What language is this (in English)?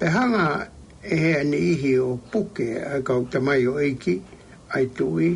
Tongan